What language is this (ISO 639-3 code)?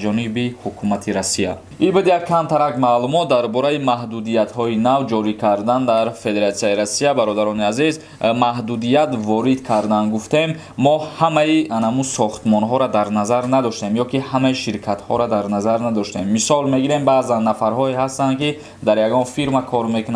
tgk